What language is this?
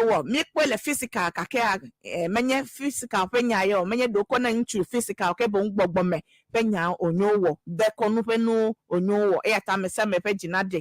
Ewe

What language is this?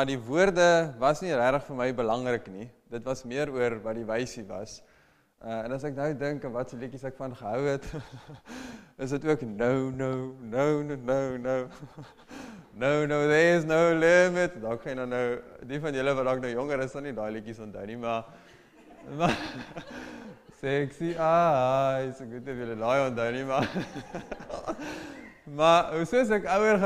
Afrikaans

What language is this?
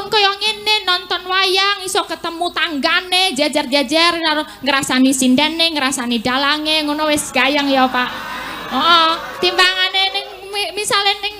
Javanese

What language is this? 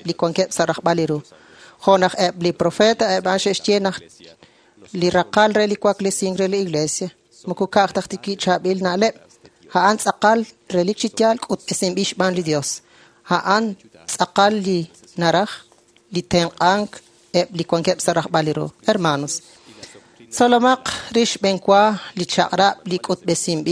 Kekchí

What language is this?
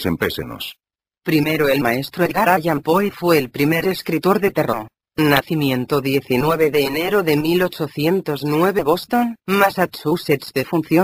Spanish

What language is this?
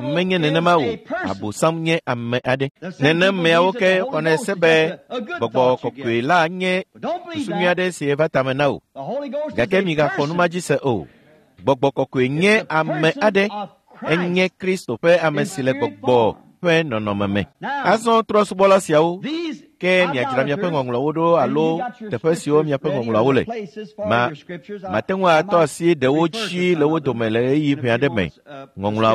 Ewe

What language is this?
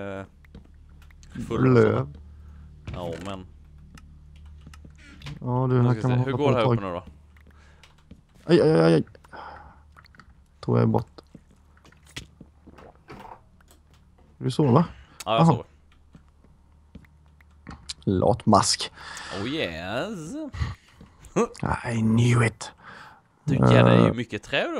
Swedish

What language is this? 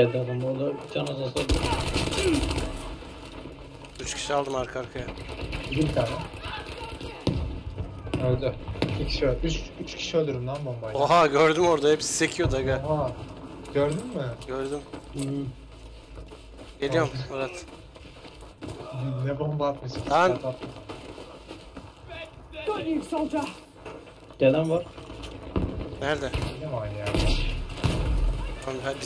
Turkish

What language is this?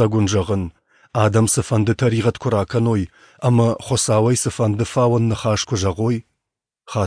Ossetic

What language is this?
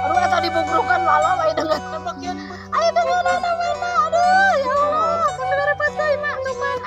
Sundanese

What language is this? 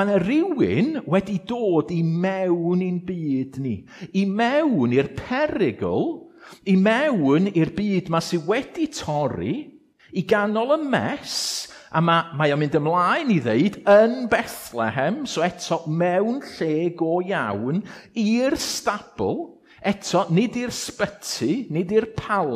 Welsh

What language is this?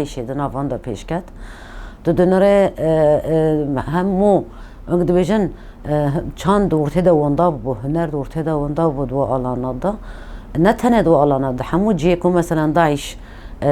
Kurdish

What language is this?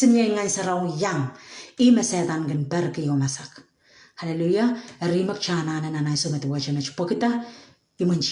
Pohnpeian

